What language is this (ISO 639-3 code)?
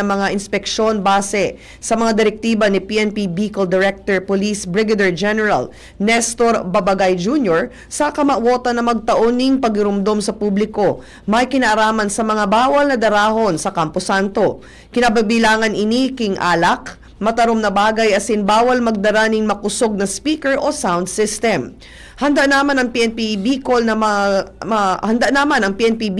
bik